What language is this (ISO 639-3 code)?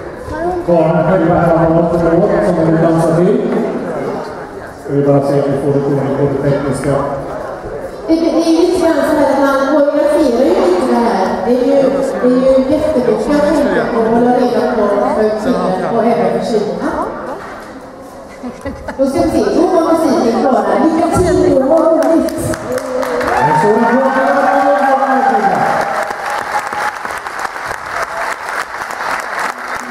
swe